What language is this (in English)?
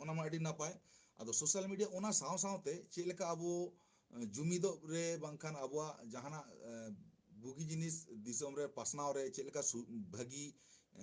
Santali